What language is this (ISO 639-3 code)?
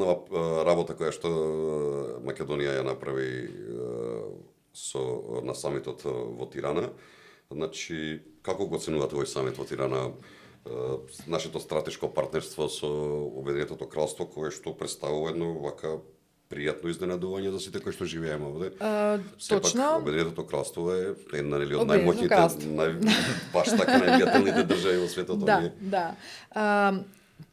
mkd